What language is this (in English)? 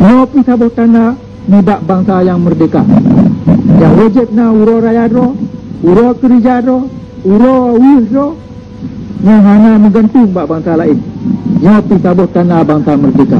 Achinese